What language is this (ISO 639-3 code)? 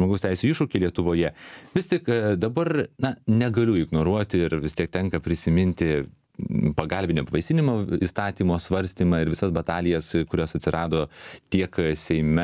lit